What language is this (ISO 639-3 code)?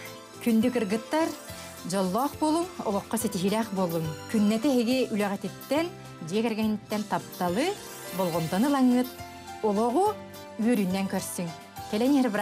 sah